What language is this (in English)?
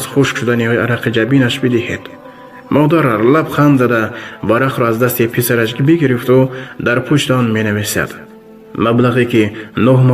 Tajik